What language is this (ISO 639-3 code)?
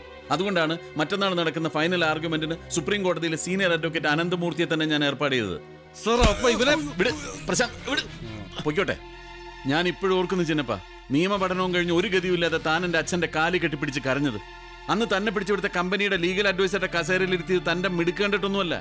mal